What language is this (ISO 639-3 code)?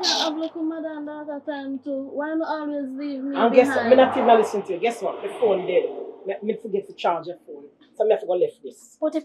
jam